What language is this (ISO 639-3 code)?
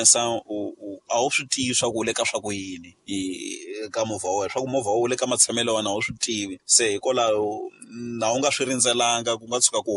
tso